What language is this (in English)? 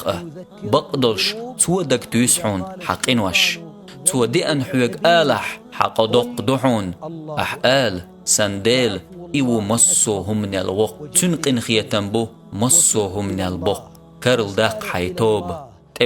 Chechen